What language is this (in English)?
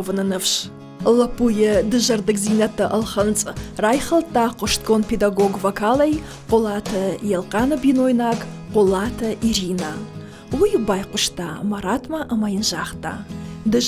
Ossetic